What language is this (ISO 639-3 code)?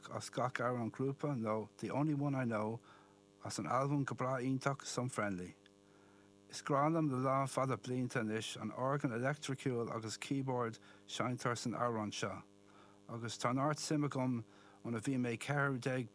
gle